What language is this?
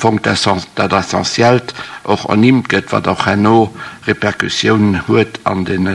Luxembourgish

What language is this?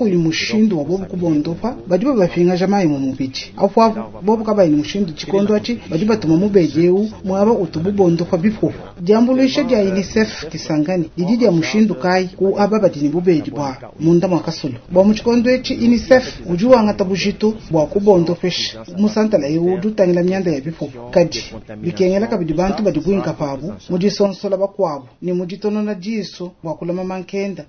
Luba-Lulua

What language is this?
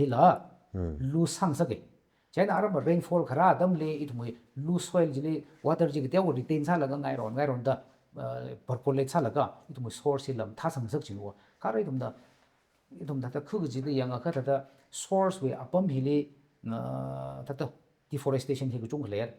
Tangkhul Naga (India)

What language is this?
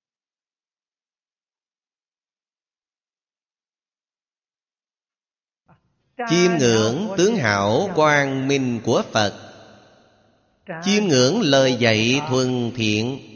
Vietnamese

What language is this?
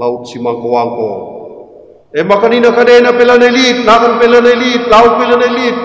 Batak Karo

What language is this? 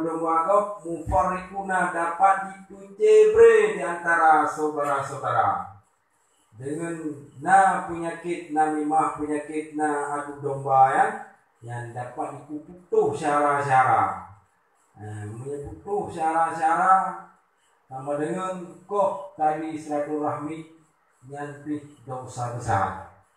Achinese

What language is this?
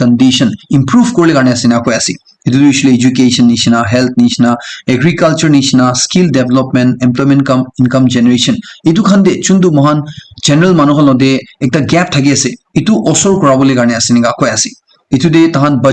Naga Pidgin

